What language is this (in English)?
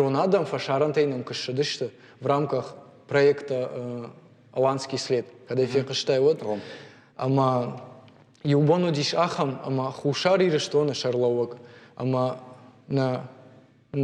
Ossetic